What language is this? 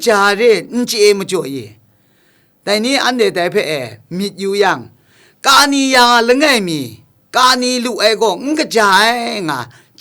Kachin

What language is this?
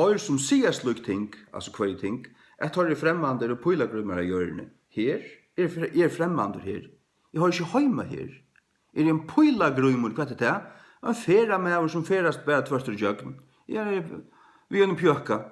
Faroese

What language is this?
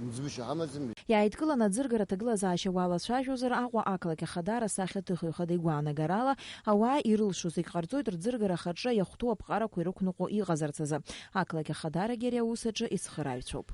Abkhazian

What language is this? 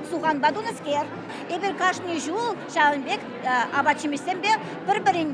Chuvash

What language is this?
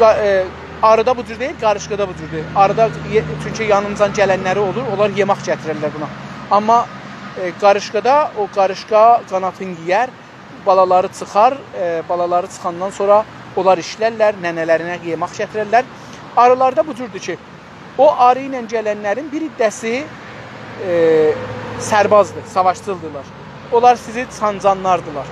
South Azerbaijani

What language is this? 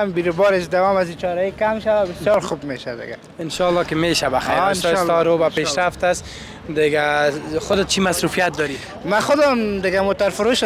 Persian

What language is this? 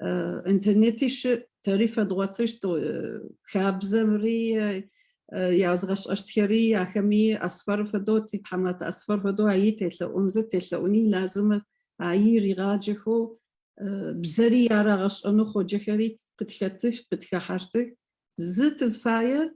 Adyghe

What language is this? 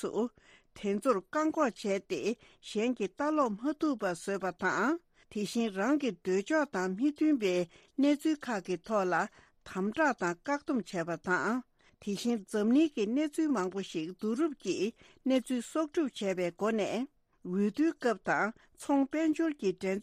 Tibetan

